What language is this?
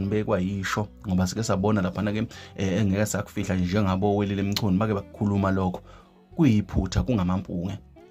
Zulu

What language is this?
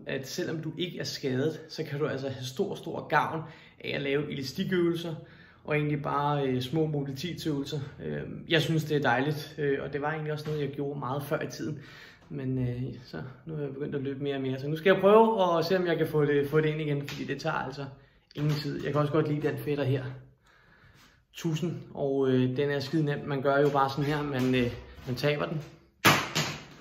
Danish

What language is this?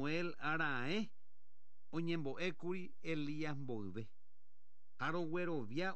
Guarani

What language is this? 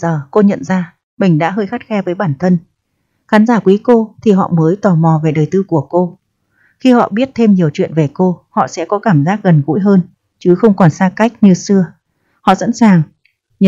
Vietnamese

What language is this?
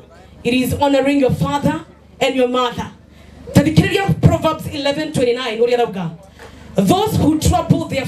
Kikuyu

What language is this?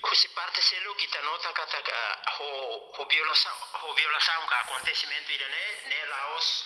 Tetum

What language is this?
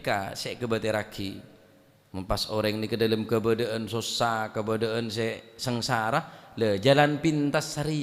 Madurese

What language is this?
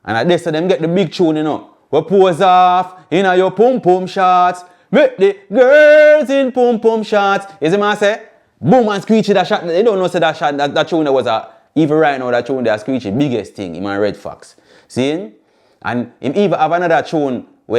Jamaican Creole English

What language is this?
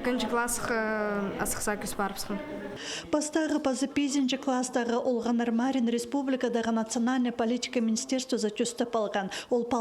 Khakas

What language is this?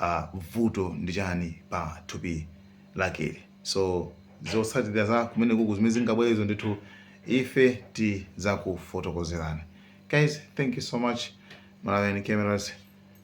Nyanja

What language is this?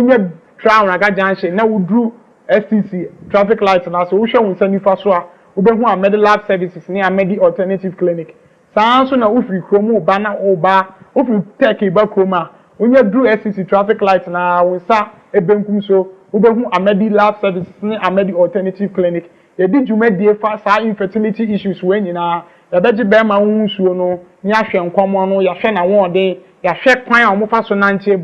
Akan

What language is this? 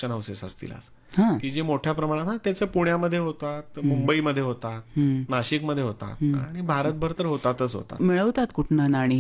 Marathi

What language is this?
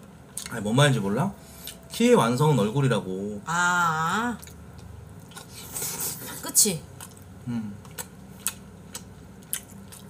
Korean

